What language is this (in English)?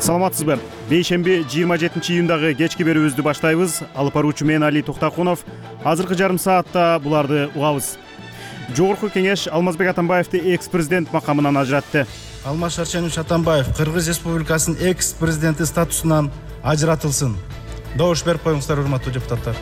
Kyrgyz